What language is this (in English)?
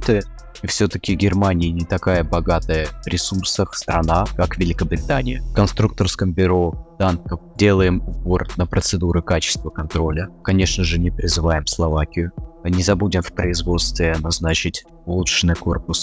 Russian